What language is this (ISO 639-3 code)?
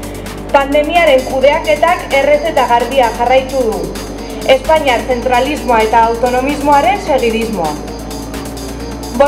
eus